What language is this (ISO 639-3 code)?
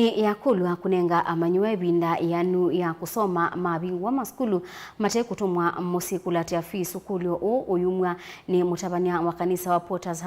kam